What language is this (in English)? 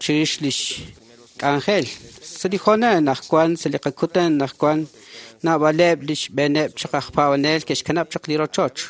Kekchí